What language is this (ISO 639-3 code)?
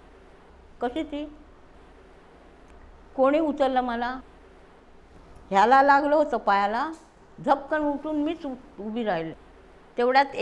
mar